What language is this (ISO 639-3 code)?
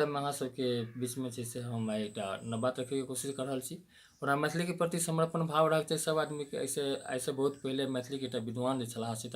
mai